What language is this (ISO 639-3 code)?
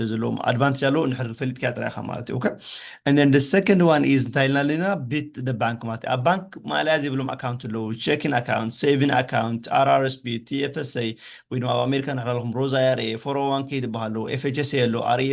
tir